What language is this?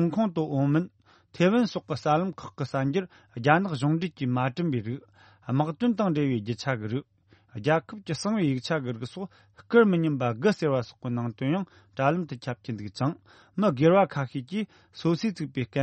Tibetan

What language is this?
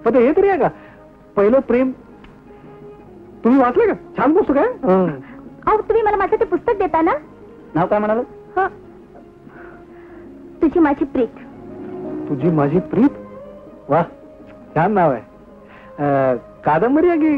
Marathi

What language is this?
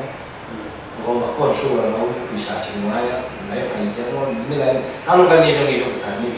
Kinyarwanda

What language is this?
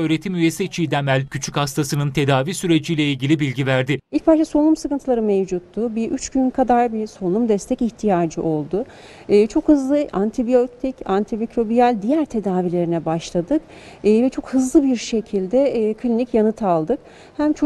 Turkish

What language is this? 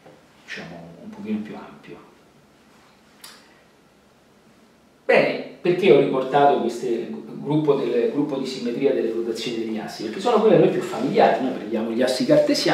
Italian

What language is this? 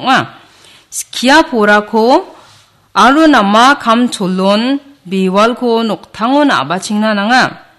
Garo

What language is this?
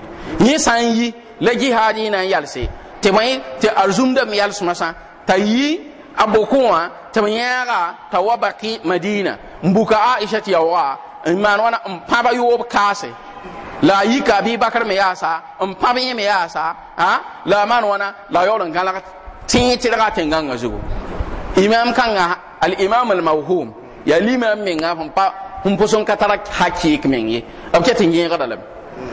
Mossi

